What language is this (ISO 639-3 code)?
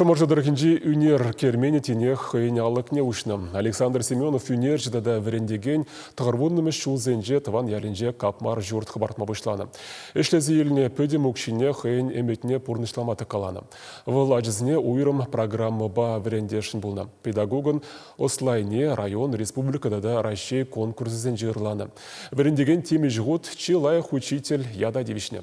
chv